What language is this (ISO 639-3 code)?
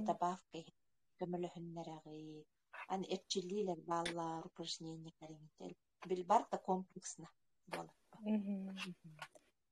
sah